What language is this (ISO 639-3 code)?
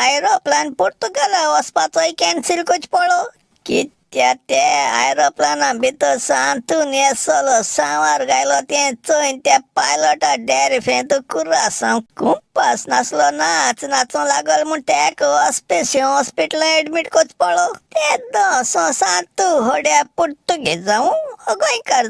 kok